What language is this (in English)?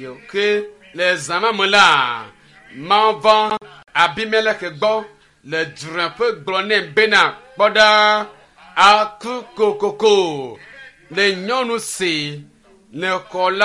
Ewe